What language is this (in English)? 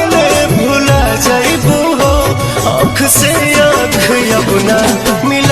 Bhojpuri